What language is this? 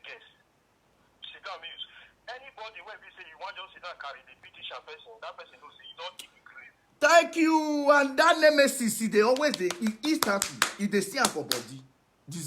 Nigerian Pidgin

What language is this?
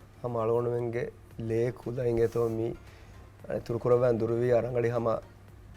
Divehi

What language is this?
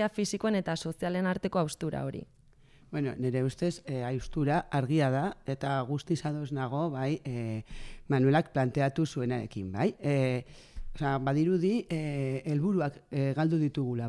Basque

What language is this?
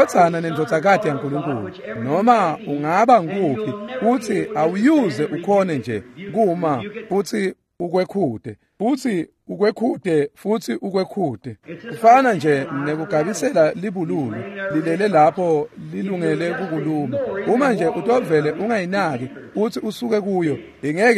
Swati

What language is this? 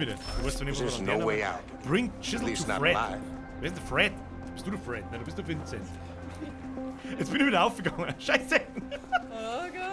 Bavarian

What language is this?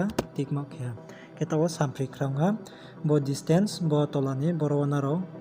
Riang (India)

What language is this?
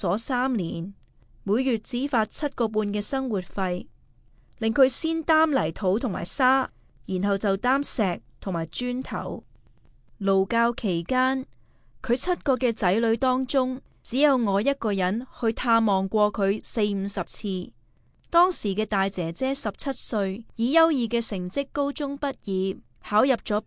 Cantonese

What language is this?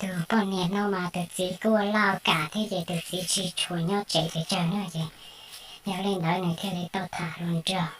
Hmong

